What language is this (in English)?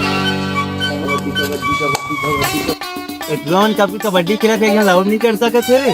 Chhattisgarhi